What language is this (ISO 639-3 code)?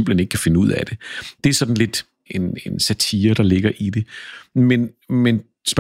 dan